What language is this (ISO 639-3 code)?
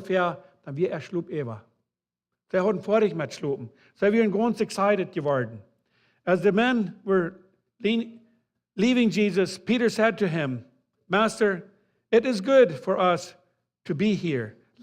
pdt